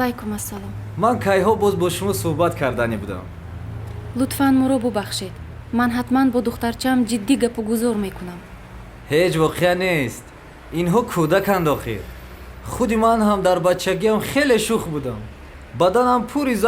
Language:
Tajik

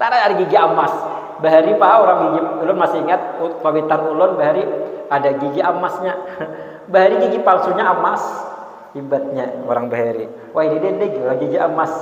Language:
Banjar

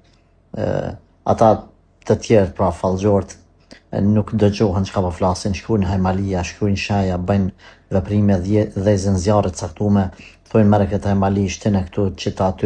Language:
Albanian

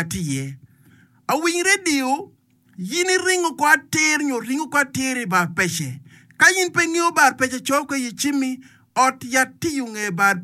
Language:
Acoli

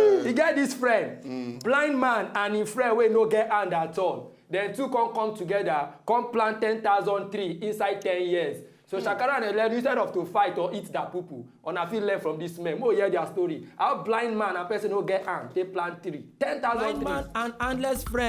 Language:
Nigerian Pidgin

